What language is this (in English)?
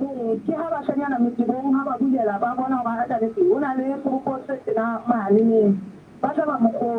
Southern Sotho